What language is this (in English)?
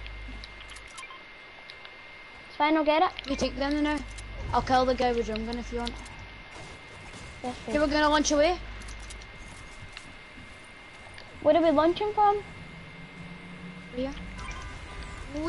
English